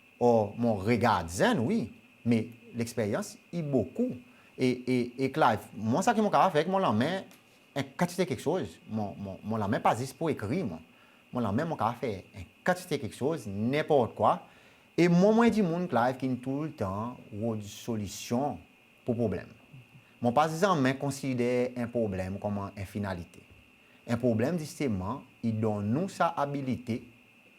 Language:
Seselwa Creole French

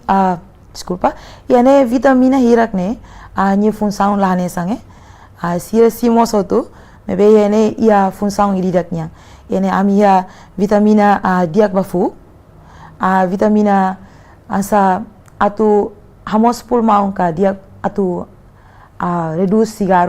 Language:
Tetum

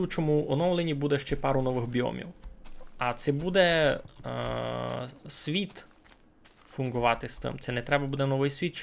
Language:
Rusyn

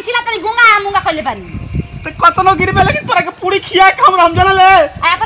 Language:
Bhojpuri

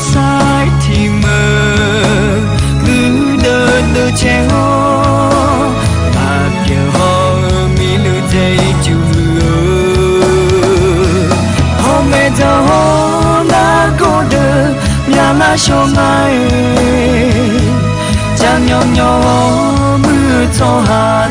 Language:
Akha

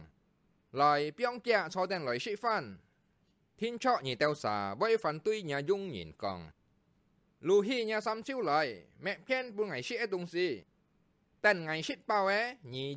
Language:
Hakka Chinese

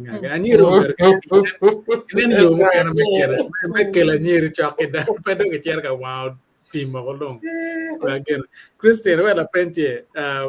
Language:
Acoli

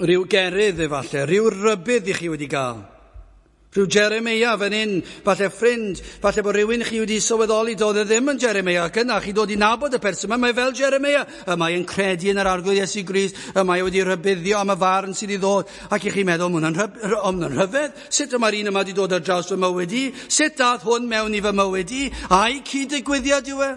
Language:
Welsh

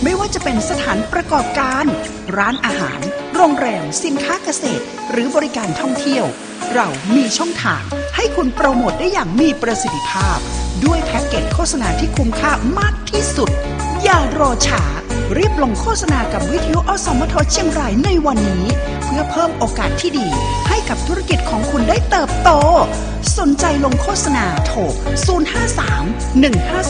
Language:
Thai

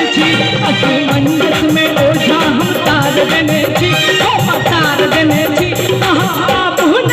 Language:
Maithili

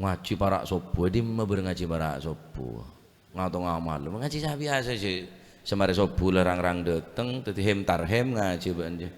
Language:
Madurese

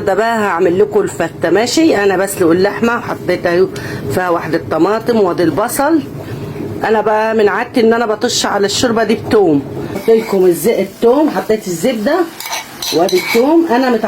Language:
Egyptian Arabic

